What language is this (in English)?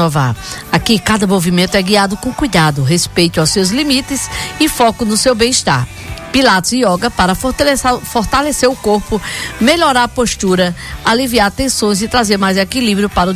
Portuguese